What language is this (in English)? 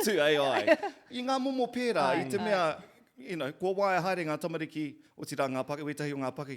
Māori